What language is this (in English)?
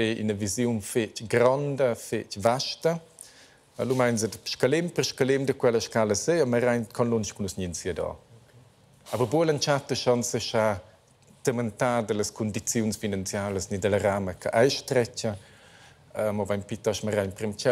Romansh